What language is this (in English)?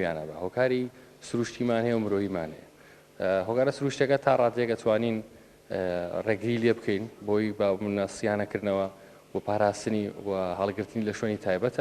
Central Kurdish